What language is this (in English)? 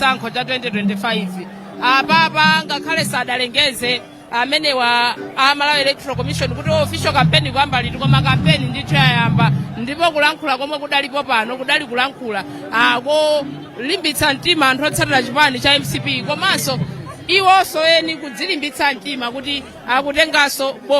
Nyanja